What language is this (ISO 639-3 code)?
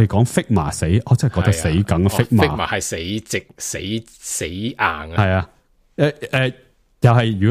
yue